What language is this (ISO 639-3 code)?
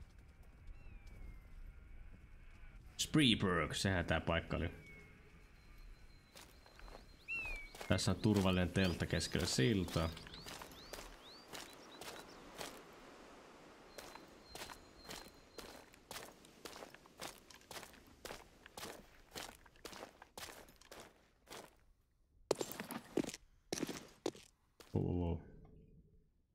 fin